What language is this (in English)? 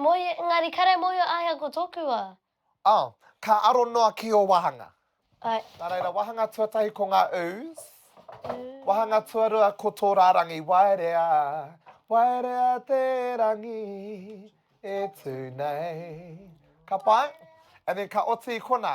Māori